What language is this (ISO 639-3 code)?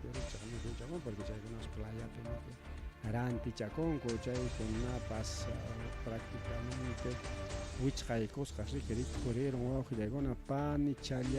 quy